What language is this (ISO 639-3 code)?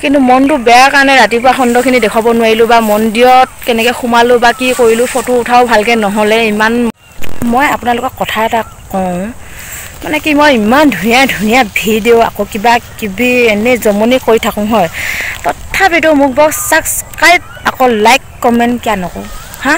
asm